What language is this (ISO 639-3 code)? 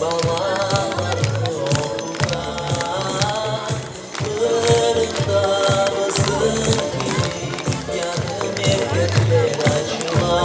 crh